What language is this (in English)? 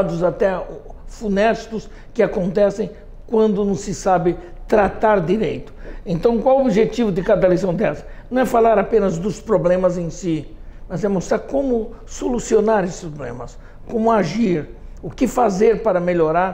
Portuguese